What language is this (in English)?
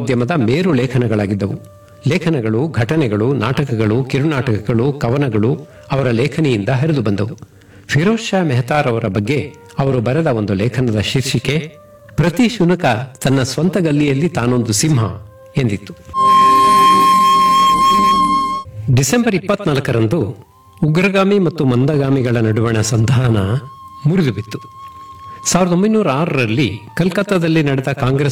Kannada